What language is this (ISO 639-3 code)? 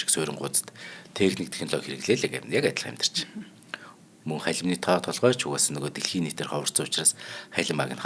mon